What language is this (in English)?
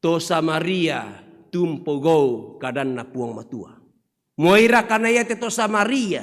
Toraja-Sa'dan